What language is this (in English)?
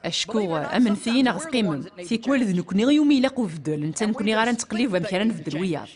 Kabyle